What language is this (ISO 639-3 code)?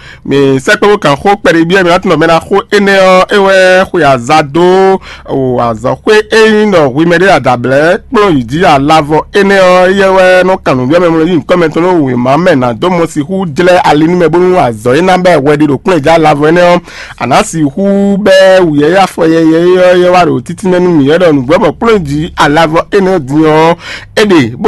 fon